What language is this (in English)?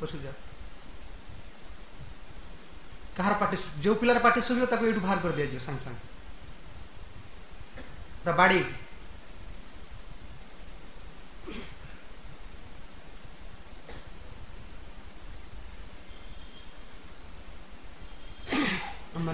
Odia